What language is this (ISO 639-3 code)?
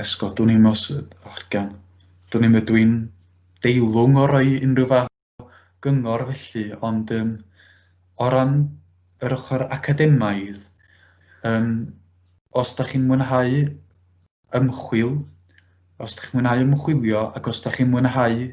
cym